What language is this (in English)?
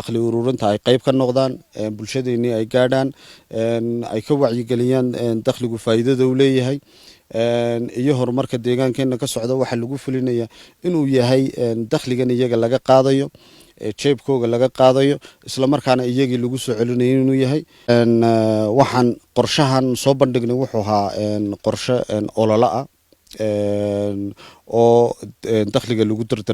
Somali